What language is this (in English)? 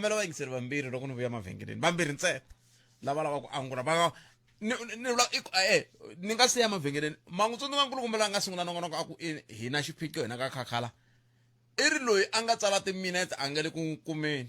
Tsonga